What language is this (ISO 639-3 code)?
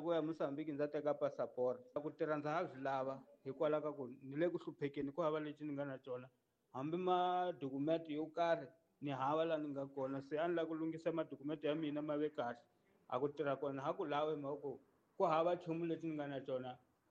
tso